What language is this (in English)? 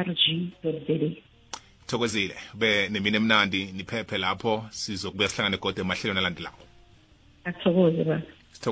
South Ndebele